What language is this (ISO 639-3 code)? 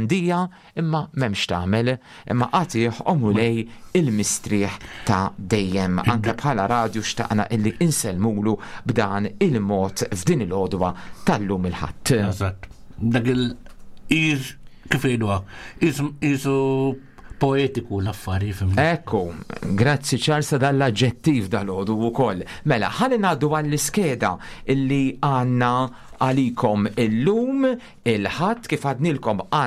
mlt